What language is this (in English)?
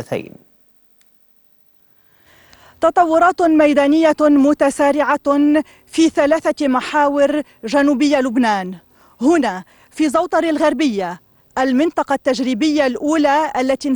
Arabic